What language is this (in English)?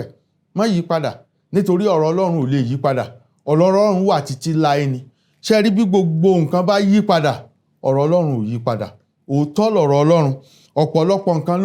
Yoruba